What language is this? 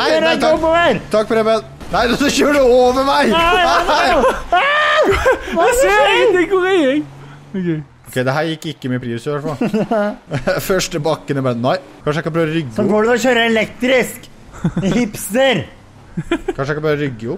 Norwegian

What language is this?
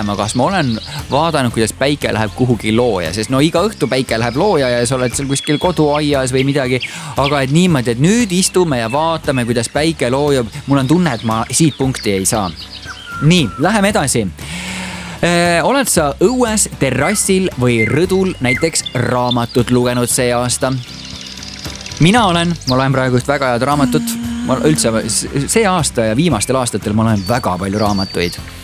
Estonian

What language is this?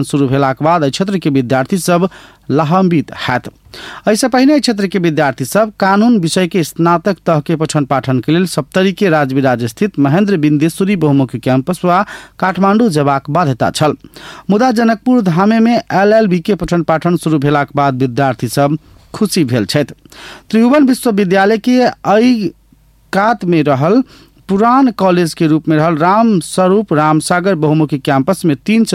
Maithili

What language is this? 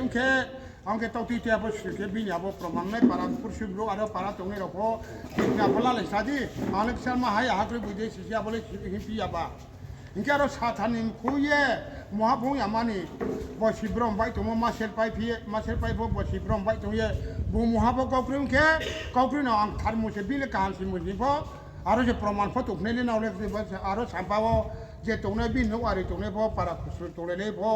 Riang (India)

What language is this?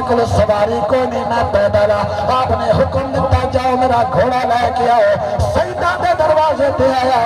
Saraiki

